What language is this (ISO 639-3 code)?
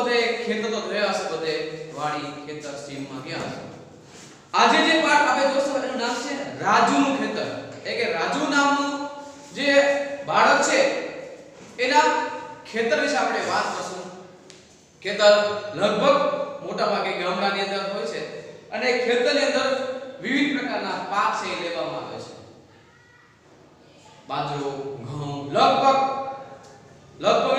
guj